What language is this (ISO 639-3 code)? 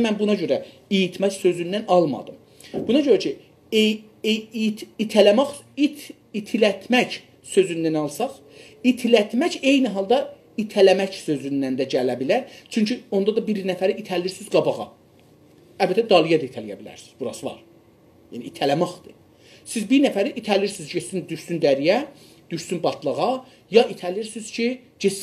azb